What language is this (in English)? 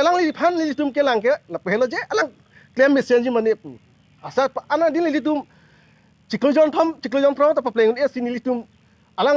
Karbi